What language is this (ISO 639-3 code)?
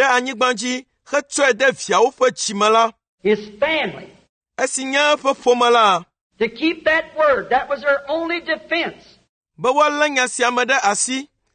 ewe